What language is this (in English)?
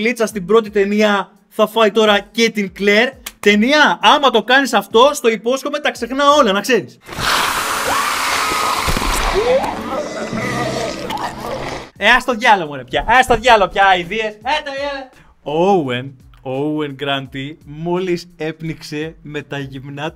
Greek